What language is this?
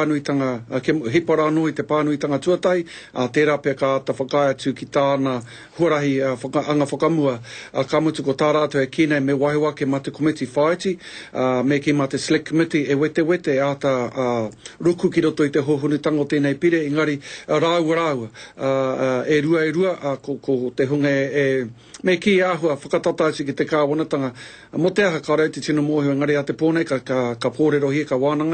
Māori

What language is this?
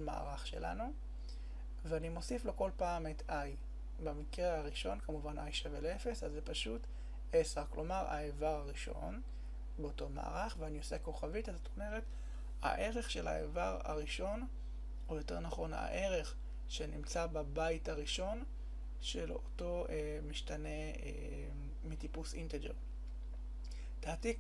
Hebrew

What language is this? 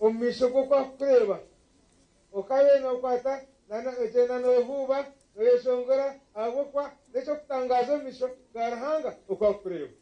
Nyankole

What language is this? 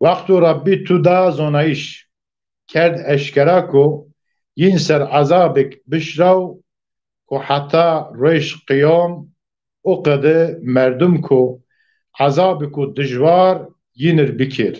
Zaza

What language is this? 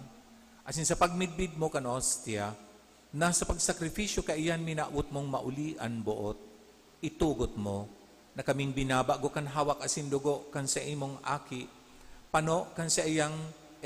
Bikol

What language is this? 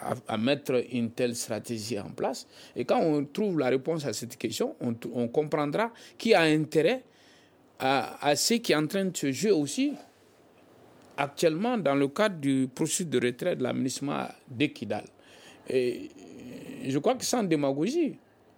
French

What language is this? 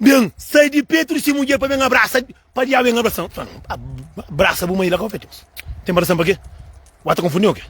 Kabuverdianu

